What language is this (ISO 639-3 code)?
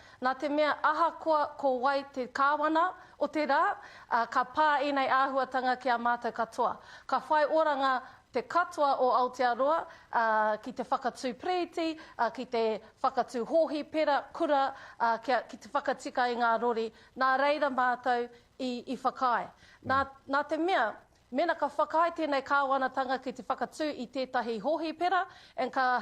mri